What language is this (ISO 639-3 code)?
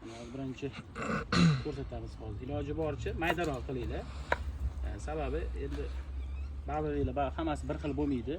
uzb